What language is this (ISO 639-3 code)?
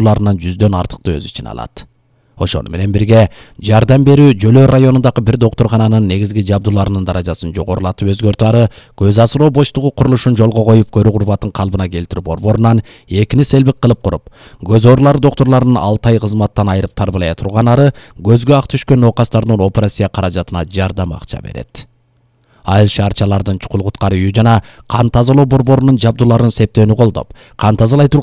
kir